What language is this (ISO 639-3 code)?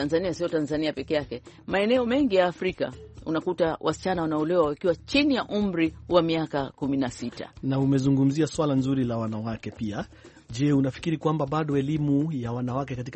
swa